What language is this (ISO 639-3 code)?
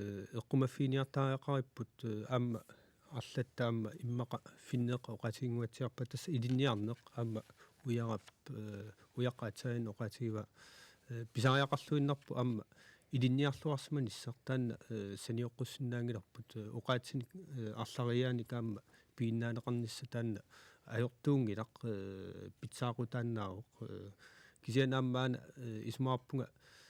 kal